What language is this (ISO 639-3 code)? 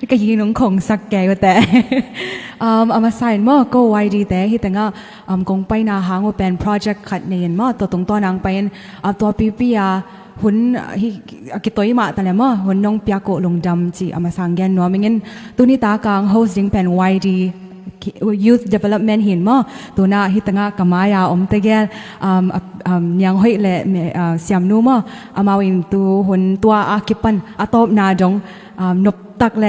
ctd